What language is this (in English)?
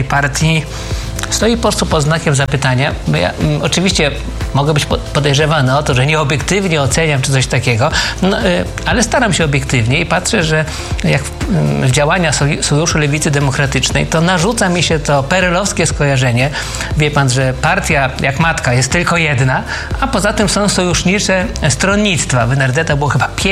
Polish